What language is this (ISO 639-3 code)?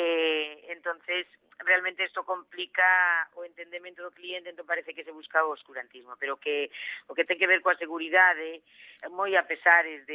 glg